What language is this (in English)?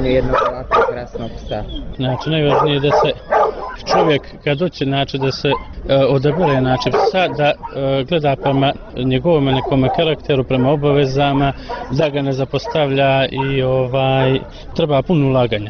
Croatian